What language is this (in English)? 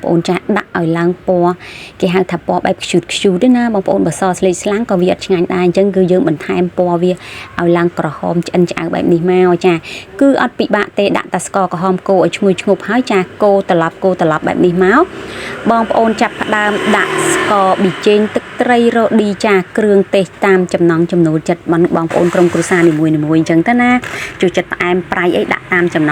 Khmer